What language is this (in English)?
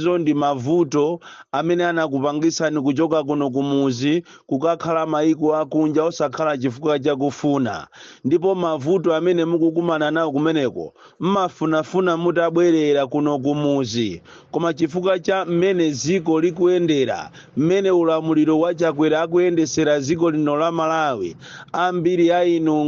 Nyanja